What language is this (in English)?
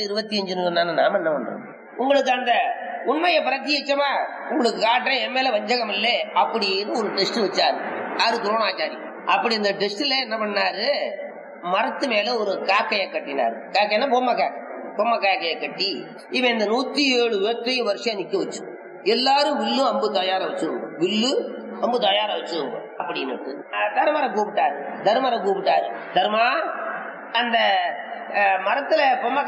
Tamil